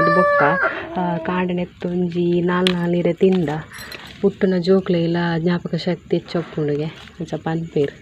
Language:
Tulu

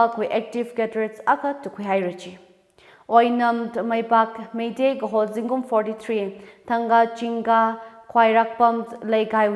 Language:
Tangkhul Naga (India)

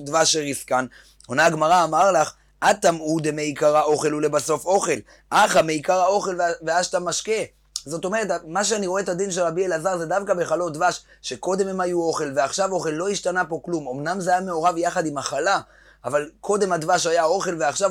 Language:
Hebrew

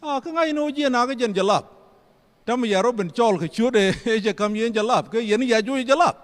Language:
Nuer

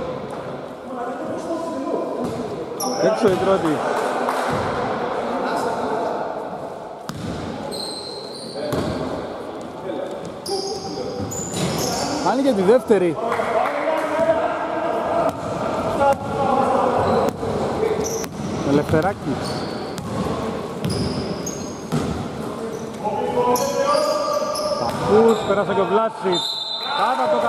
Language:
Greek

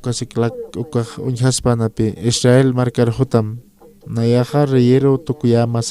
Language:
Aymara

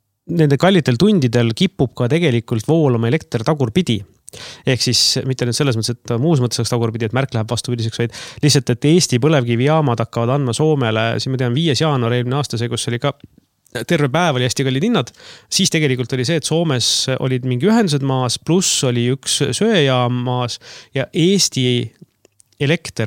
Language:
Estonian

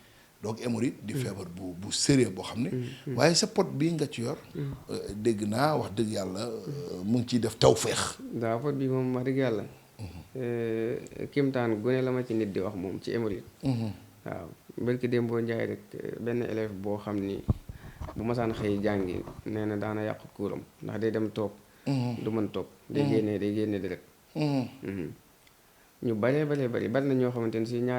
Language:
Wolof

